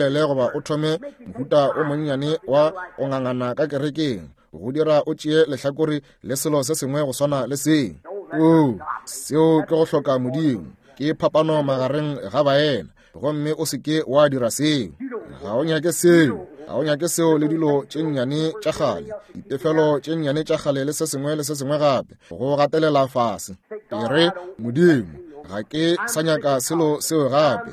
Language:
Northern Sotho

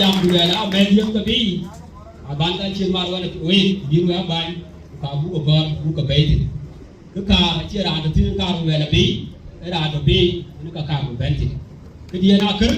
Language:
Dinka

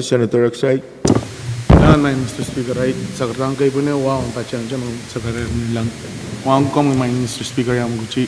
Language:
Pohnpeian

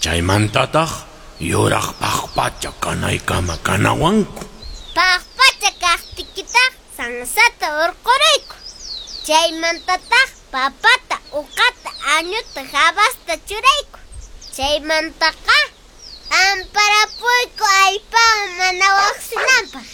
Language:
Quechua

